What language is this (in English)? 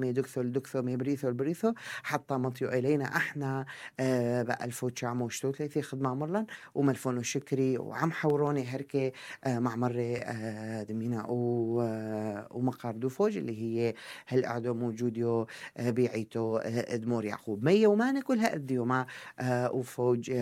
North Levantine Arabic